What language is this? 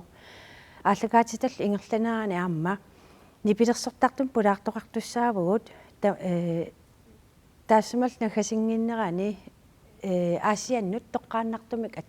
Kalaallisut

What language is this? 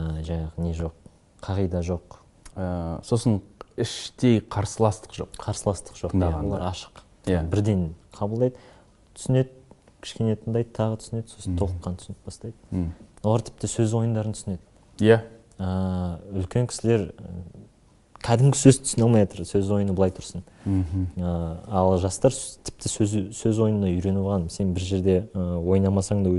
Kazakh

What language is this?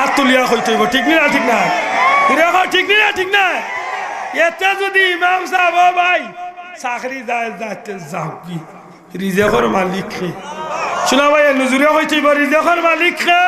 Sylheti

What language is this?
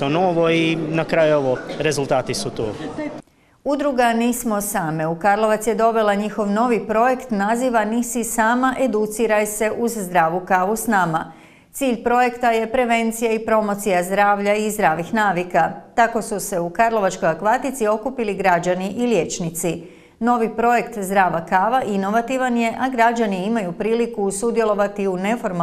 Croatian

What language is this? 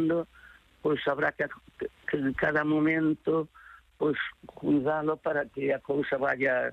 Galician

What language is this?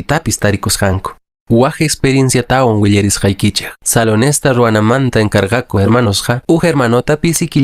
Quechua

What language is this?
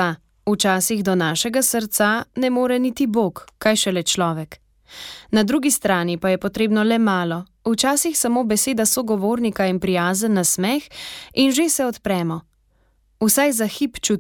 Slovenian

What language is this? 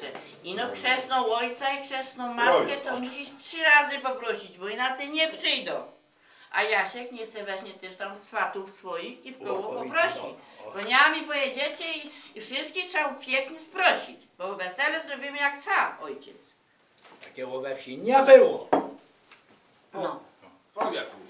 Polish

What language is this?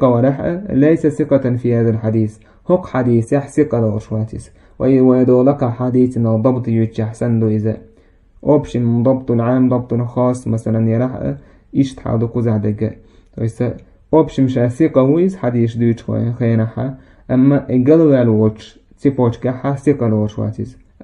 Chechen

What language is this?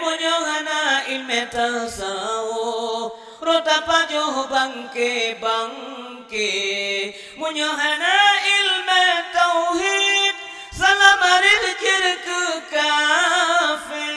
Achinese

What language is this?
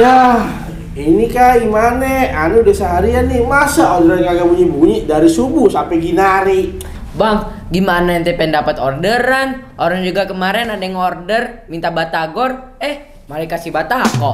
Betawi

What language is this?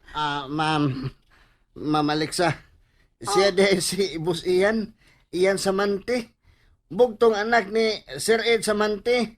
Cebuano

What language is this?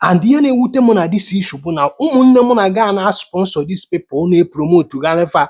Igbo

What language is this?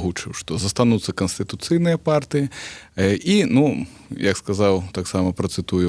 Belarusian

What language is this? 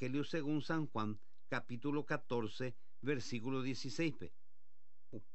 Guarani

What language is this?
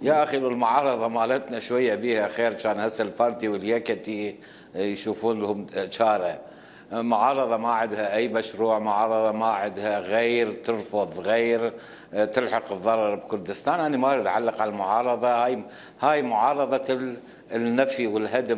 Mesopotamian Arabic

